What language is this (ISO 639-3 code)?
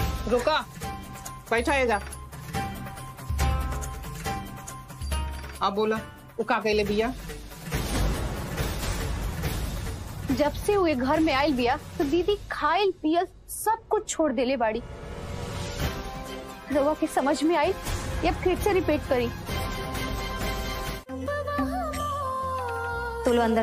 bho